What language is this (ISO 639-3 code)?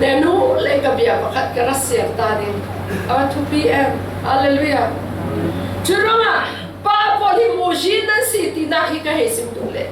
cfm